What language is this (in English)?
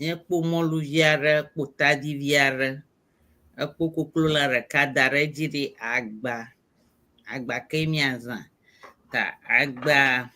Ewe